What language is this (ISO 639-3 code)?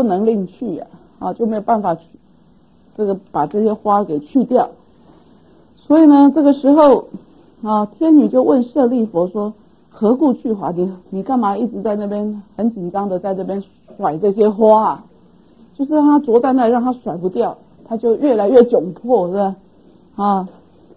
zho